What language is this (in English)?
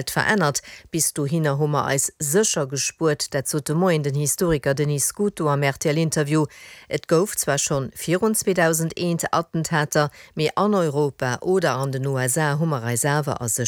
Luxembourgish